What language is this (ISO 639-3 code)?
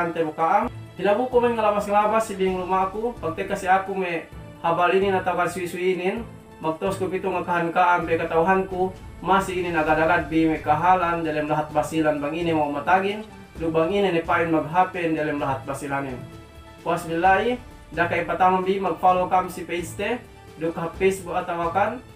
yka